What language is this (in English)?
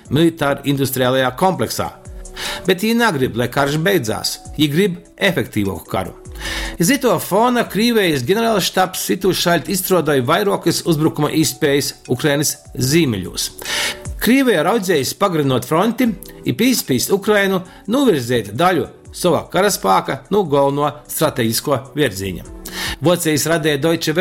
Latgalian